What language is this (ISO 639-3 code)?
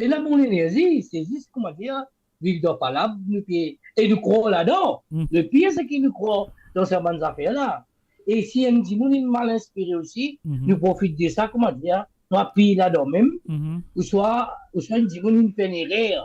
mfe